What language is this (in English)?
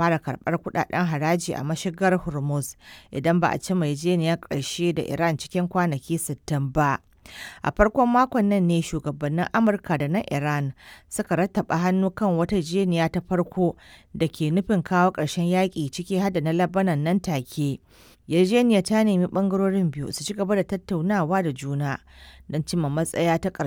Hausa